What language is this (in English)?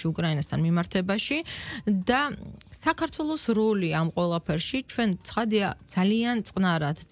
Georgian